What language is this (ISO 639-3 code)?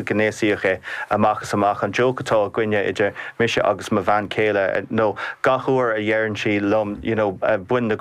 gle